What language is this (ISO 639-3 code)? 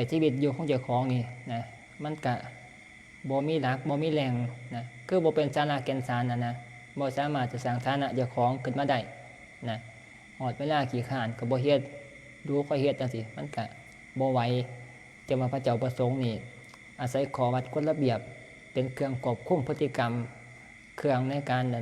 tts